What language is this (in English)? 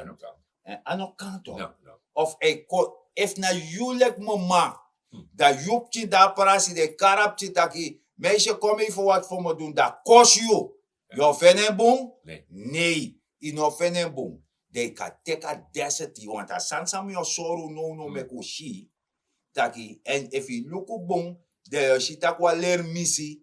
Sranan Tongo